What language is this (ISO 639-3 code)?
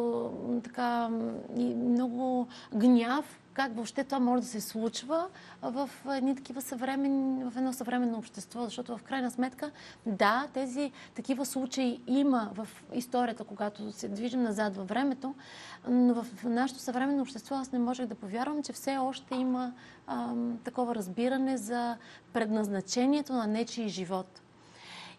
bul